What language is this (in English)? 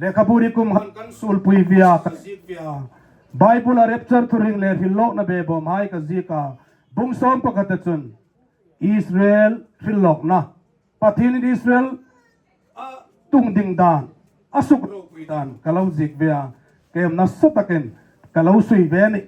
Hmar